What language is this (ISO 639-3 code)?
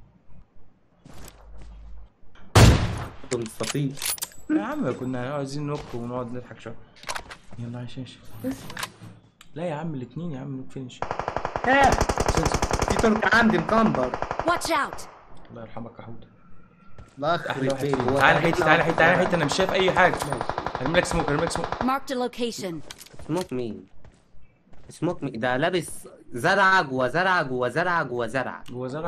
arz